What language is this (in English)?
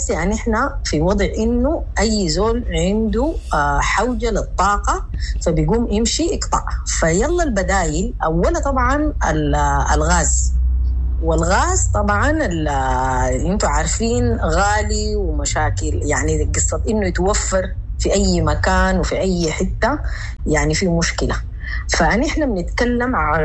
Sudanese Arabic